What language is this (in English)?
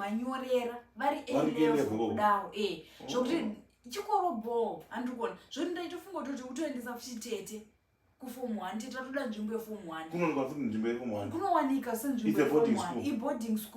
Shona